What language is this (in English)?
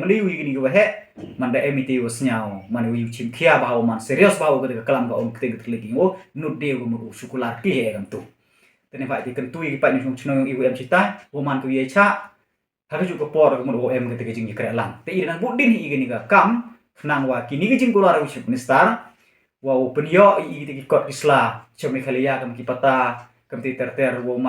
Khasi